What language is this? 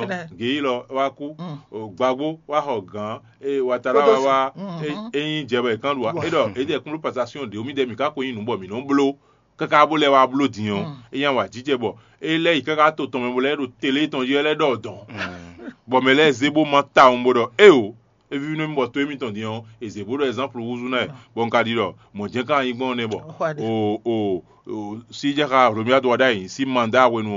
Fon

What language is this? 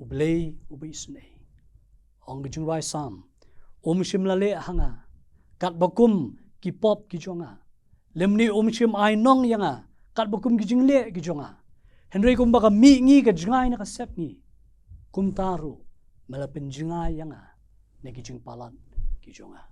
Khasi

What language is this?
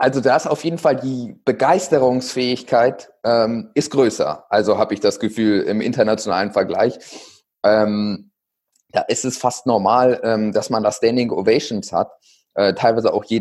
German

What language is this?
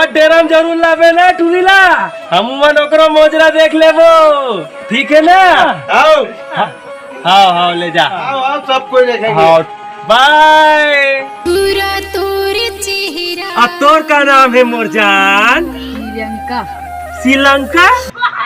Chhattisgarhi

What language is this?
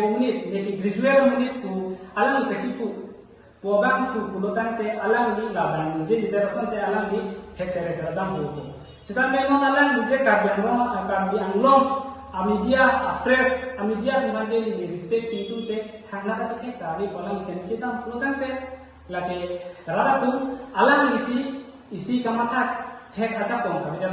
Karbi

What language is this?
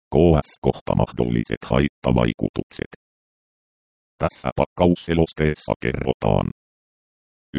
Finnish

